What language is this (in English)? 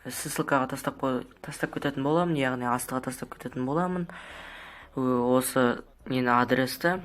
Kazakh